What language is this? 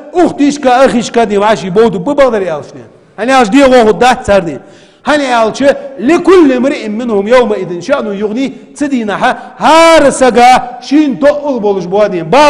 Ingush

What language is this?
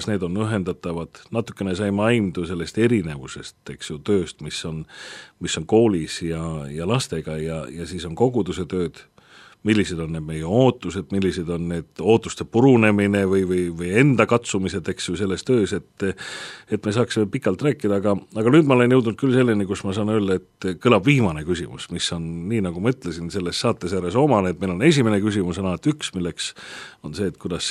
Estonian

